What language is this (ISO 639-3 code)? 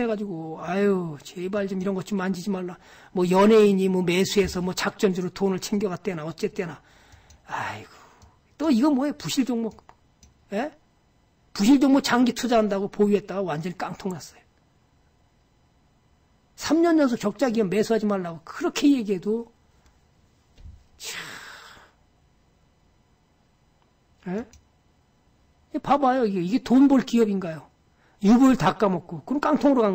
kor